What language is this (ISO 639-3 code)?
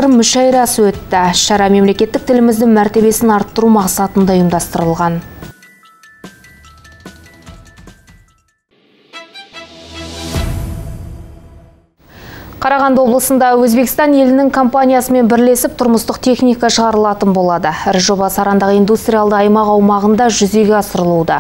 kaz